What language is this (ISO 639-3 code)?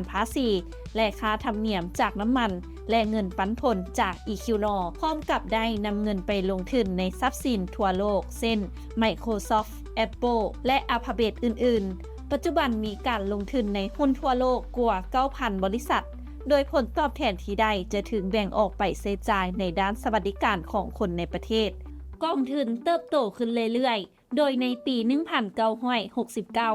lao